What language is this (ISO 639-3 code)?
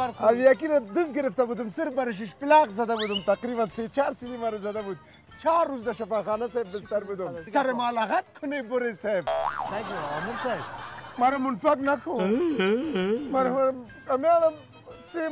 fas